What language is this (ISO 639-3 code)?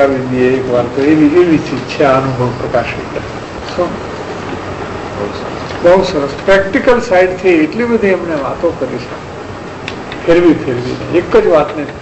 guj